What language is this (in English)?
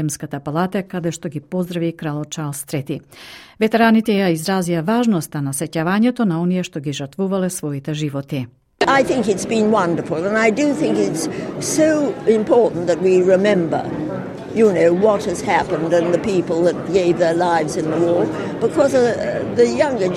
Macedonian